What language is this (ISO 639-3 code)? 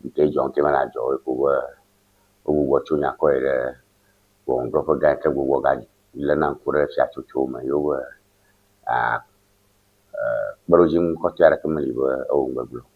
ewe